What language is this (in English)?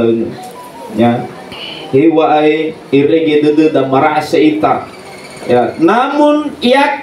Nias